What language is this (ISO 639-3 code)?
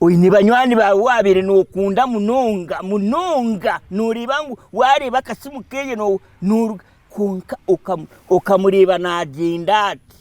nyn